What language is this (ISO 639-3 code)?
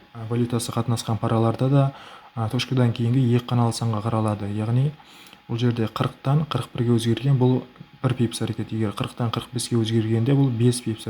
kaa